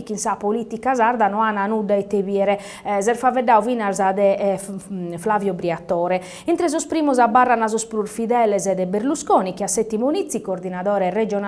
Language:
Sardinian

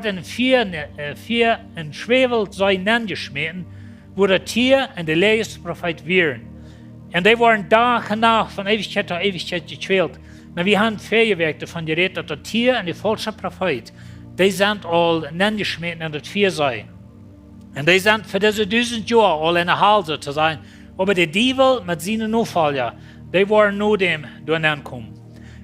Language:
Plautdietsch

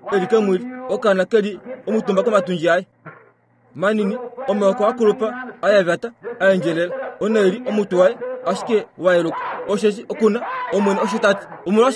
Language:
Kuanyama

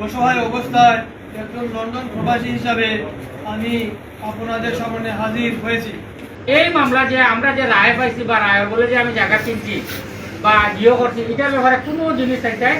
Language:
Sylheti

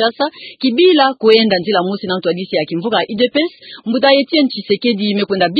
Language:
Kituba (Democratic Republic of Congo)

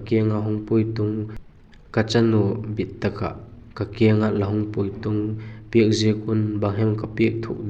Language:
Vaiphei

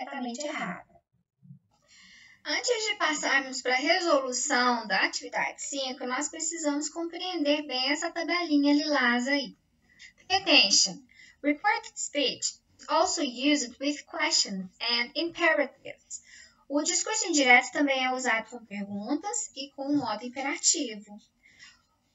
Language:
Portuguese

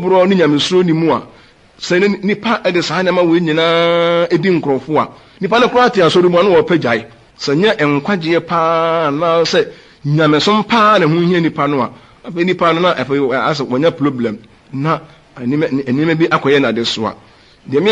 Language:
Akan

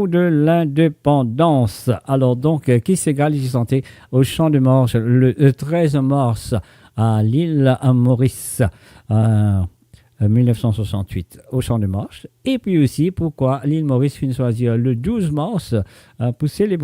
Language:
Morisyen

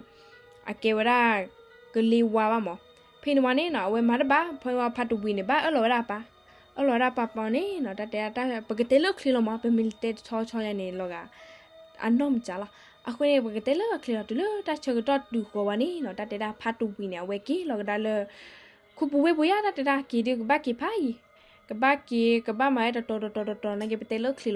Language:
S'gaw Karen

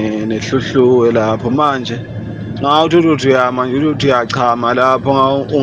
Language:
Zulu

